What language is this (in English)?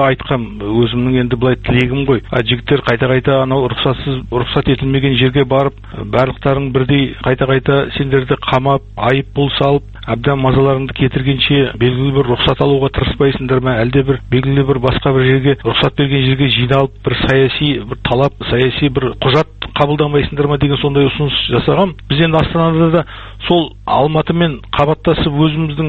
Kazakh